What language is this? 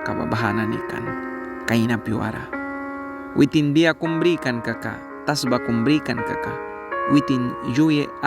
Mískito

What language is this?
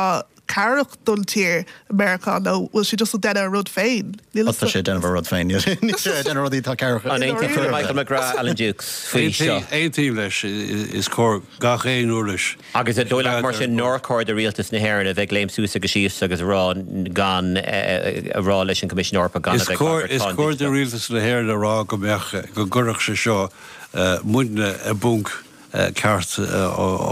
Irish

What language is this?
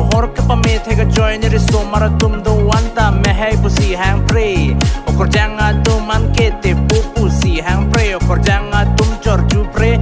Karbi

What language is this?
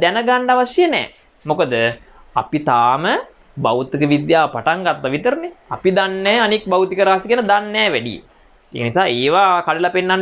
Sinhala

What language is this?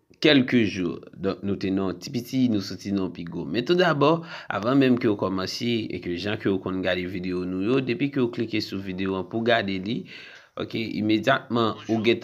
Haitian Creole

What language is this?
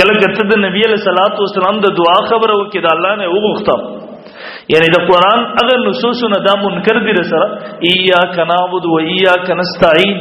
Pashto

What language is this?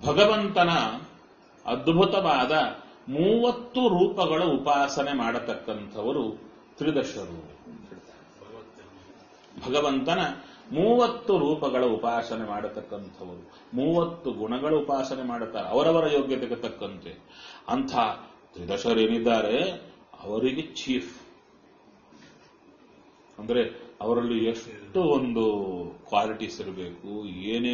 Kannada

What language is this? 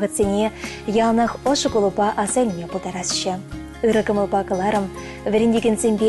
Chuvash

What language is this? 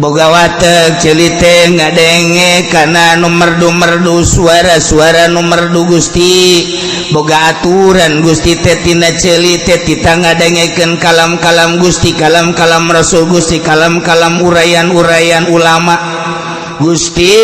Sundanese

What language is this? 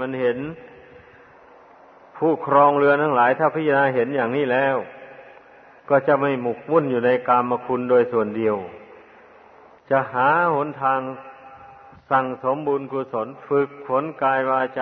Thai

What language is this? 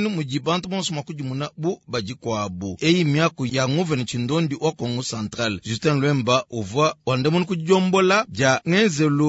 Luba-Lulua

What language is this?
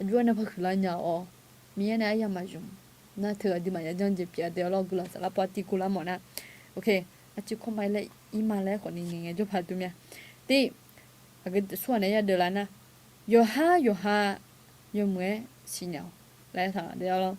Akha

